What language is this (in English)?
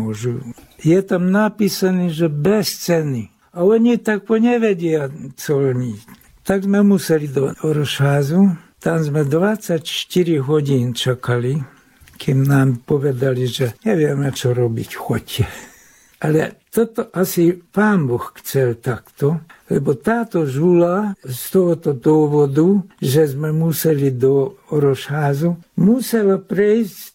Slovak